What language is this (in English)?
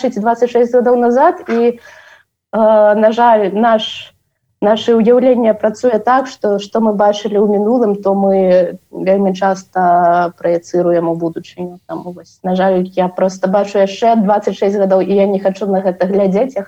Belarusian